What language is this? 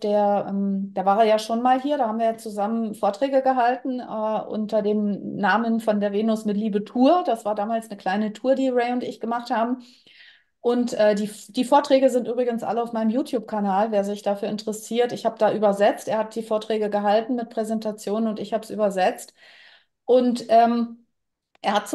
German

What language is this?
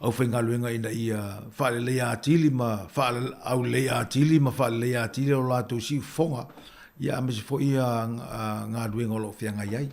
Samoan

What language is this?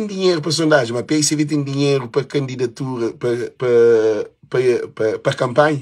Kabuverdianu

